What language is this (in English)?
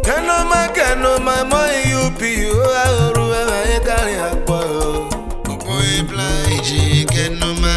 Urhobo